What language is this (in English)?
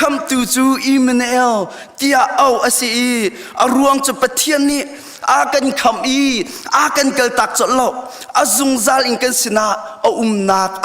Hakha Chin